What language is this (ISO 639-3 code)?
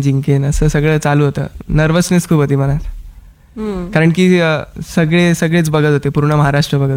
mar